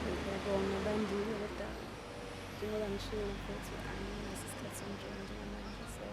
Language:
Zulu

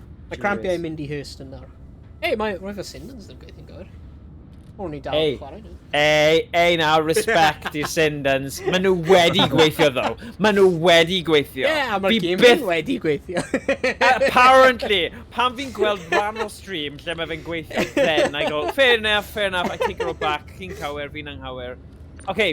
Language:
Welsh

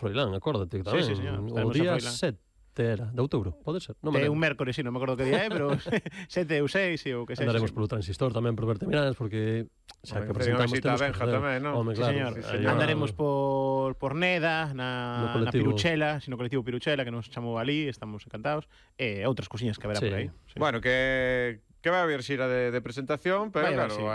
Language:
Galician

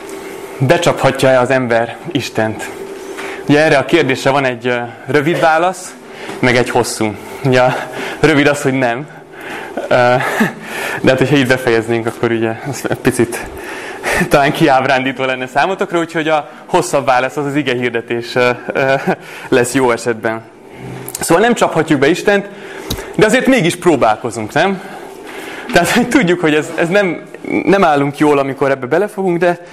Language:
Hungarian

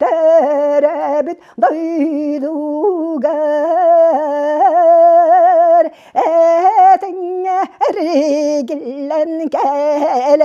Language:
Yakut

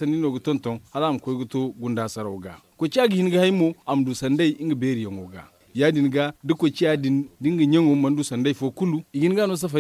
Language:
Zarma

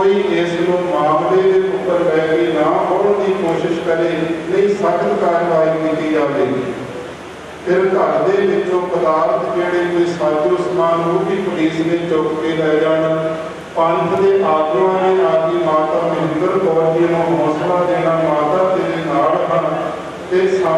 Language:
Punjabi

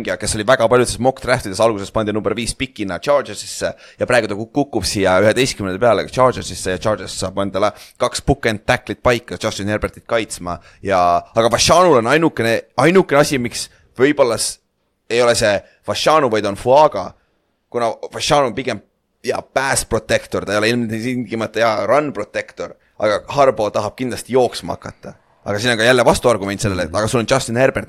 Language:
Estonian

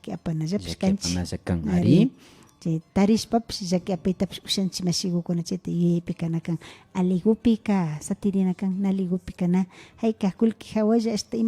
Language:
Imbabura Highland Quichua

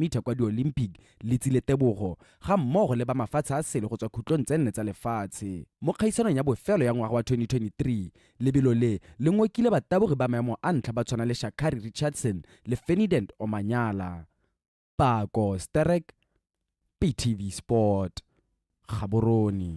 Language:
Tswana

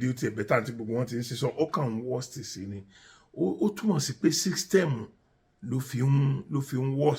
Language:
Yoruba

